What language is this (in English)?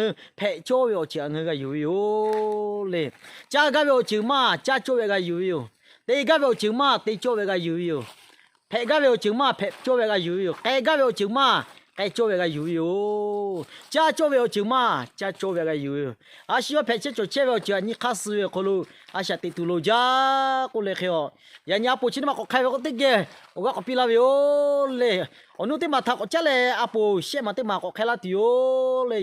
Lahu